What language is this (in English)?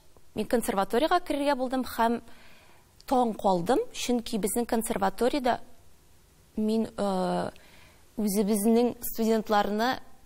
Tatar